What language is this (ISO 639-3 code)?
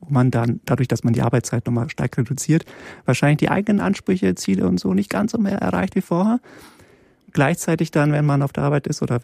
deu